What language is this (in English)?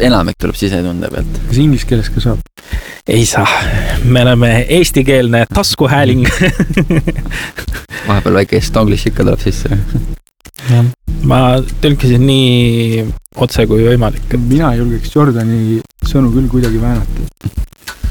Estonian